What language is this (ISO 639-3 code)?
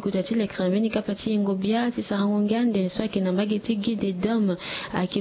sag